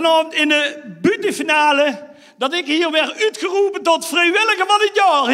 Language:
Limburgish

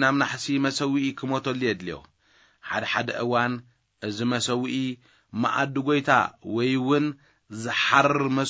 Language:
Tigrinya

